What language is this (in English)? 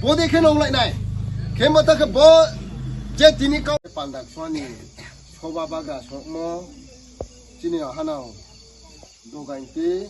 Riang (India)